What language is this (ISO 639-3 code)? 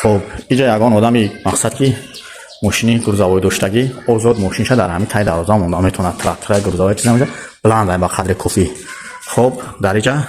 tgk